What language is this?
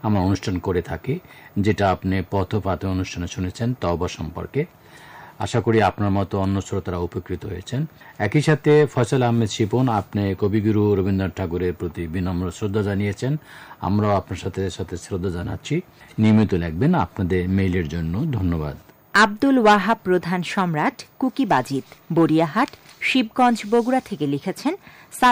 Bangla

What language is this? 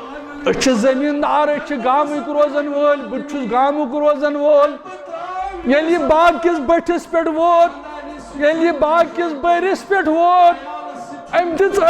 Kashmiri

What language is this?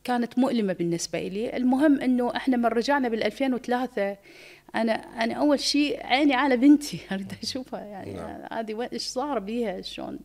Mesopotamian Arabic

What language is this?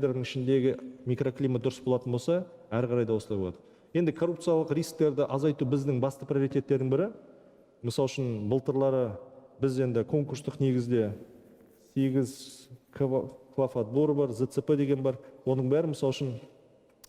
Kazakh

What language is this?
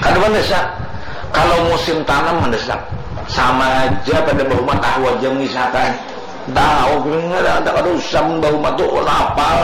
Banjar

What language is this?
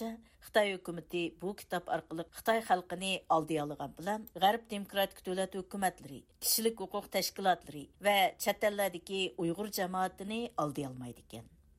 Uyghur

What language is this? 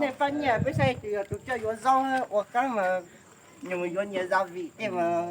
Hmong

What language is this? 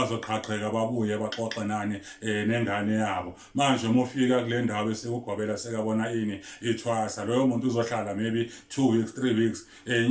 Zulu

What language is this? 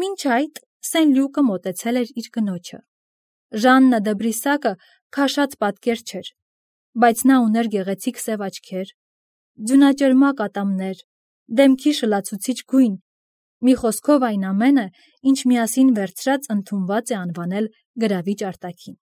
Armenian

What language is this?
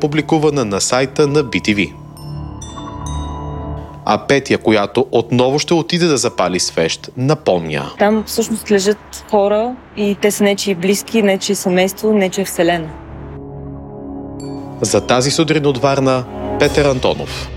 Bulgarian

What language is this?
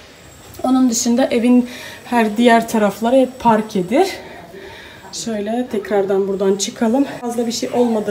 Turkish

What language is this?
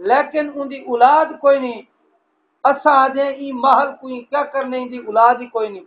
Saraiki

